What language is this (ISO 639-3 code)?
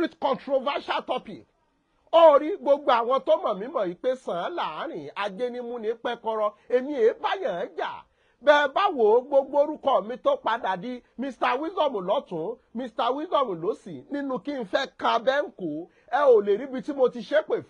yor